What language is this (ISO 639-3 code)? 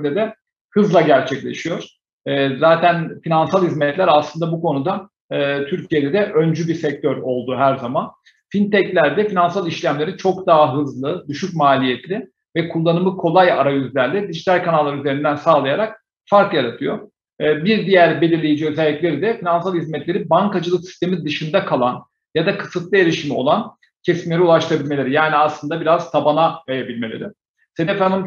tur